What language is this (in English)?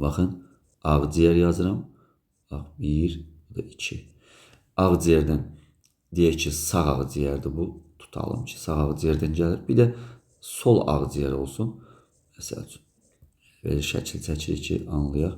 Azerbaijani